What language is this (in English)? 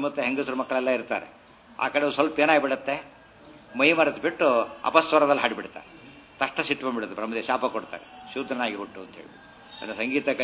Kannada